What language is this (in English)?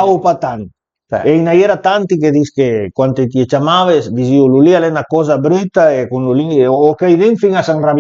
Piedmontese